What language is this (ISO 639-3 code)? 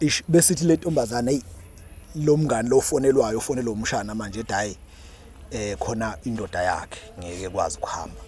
zul